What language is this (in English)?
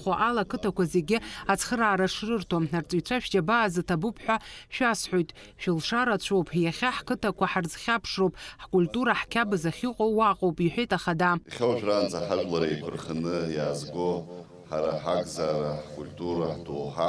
Abkhazian